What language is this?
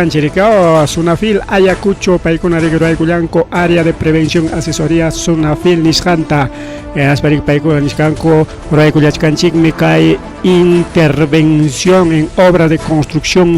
Ayacucho Quechua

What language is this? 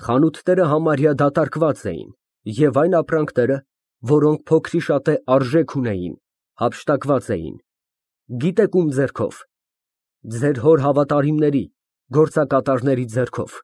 Armenian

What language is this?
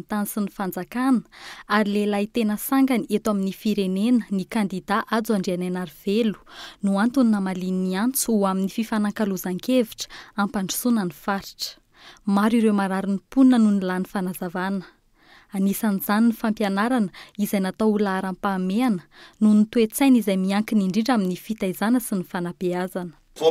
Malagasy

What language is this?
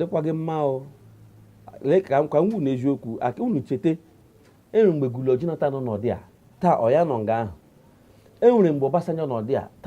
Igbo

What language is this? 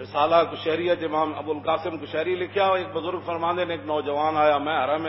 Western Panjabi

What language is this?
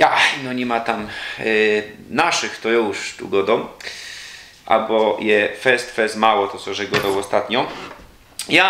Silesian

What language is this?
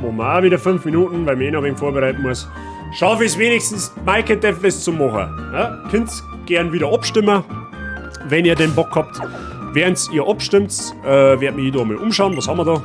Bavarian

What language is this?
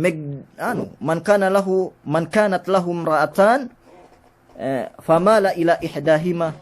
Yakan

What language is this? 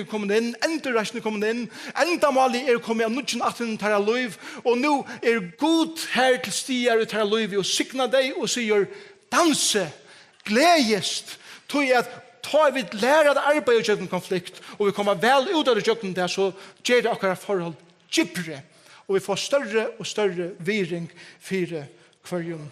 Faroese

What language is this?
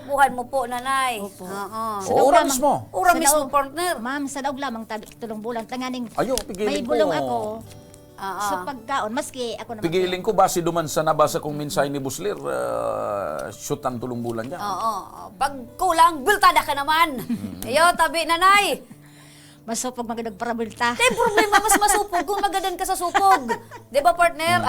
Bikol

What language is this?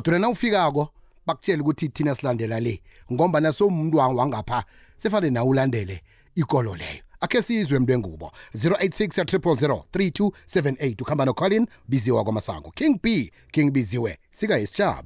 South Ndebele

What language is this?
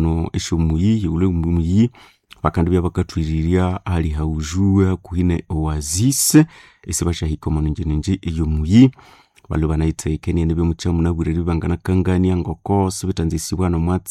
Nande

